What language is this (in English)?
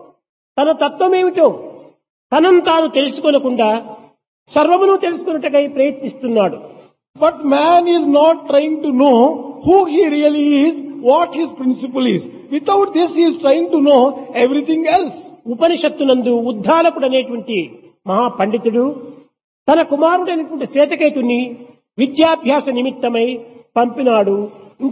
Telugu